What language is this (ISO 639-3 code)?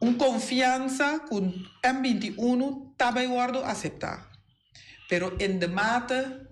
pap